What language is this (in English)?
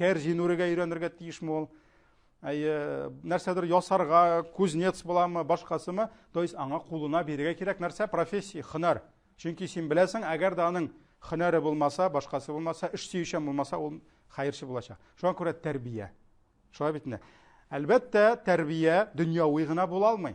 Tatar